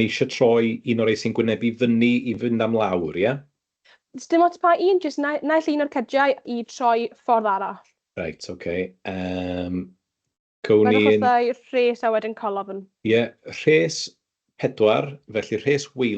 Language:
Welsh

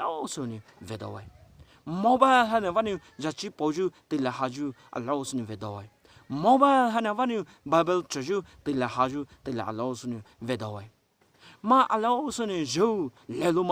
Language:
Poumei Naga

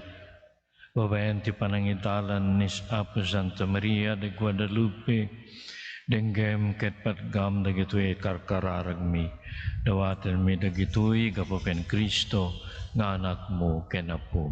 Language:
Iloko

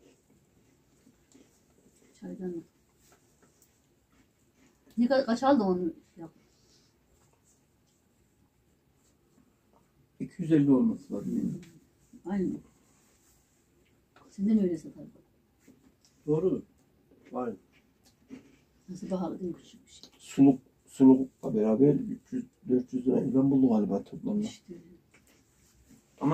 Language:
Turkish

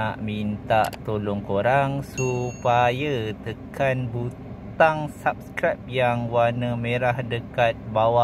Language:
Malay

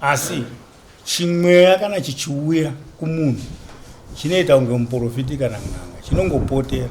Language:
Shona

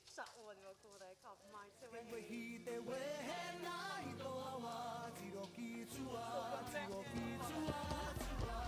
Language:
Māori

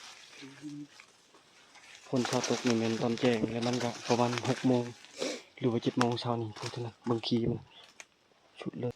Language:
Lao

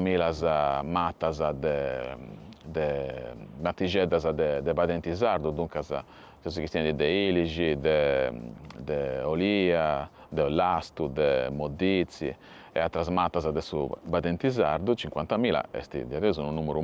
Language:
Sardinian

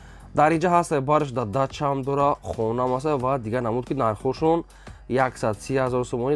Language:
Tajik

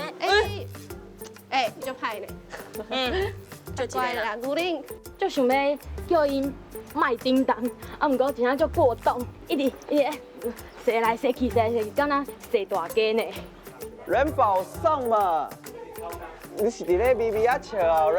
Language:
Min Nan Chinese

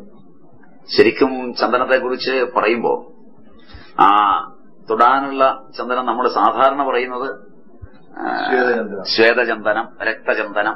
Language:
Malayalam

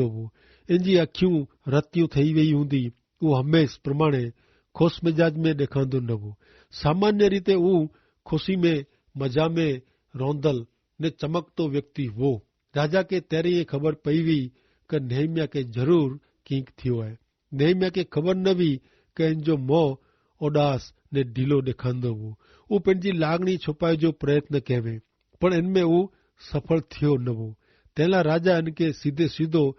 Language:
Kachhi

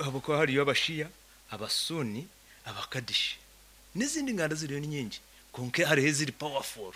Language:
Nyankole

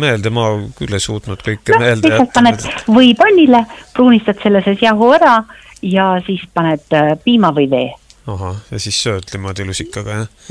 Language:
Estonian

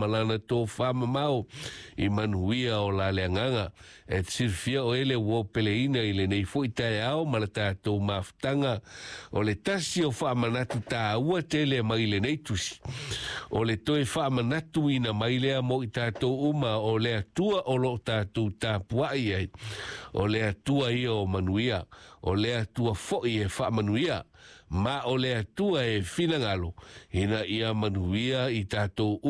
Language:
Samoan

